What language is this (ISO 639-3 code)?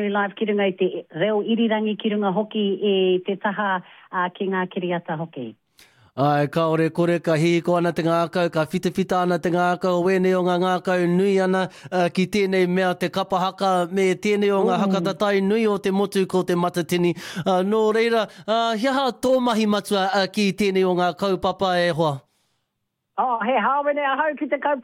mri